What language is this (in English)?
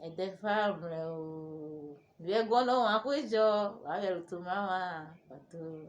Urhobo